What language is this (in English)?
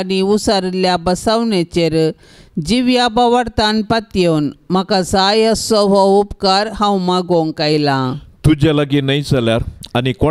Konkani